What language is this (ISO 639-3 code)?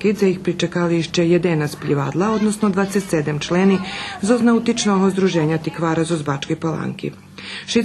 rue